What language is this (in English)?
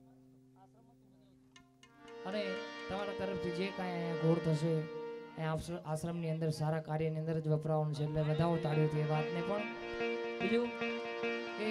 Gujarati